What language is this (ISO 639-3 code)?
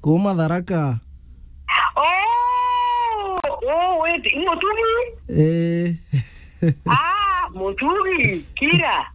mer